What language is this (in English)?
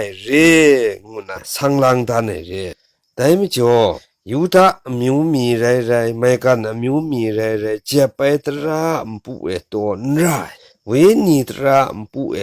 Kachin